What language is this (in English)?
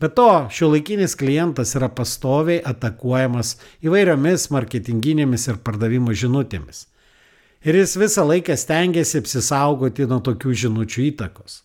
Lithuanian